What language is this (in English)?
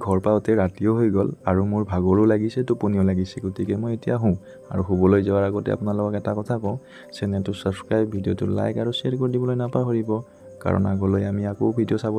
Assamese